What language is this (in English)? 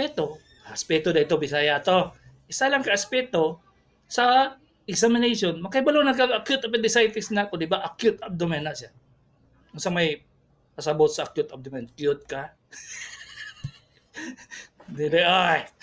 Cebuano